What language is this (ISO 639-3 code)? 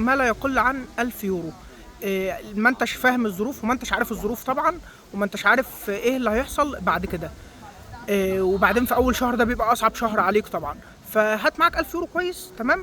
arz